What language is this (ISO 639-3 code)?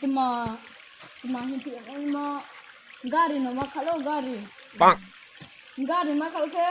ria